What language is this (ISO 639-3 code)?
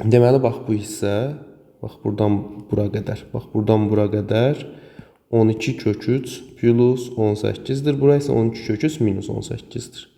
aze